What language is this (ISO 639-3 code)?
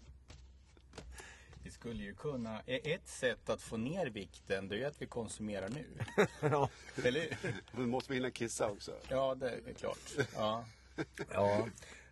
swe